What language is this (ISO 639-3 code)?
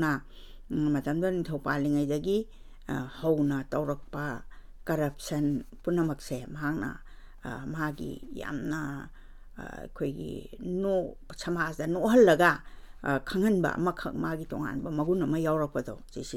mni